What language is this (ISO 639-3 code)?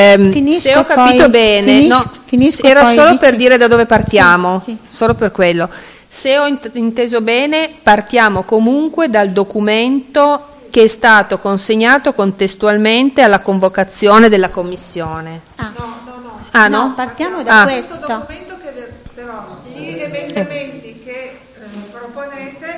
ita